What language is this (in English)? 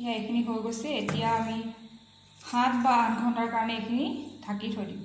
Assamese